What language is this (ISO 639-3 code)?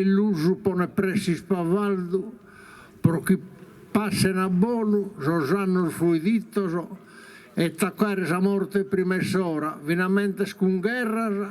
srd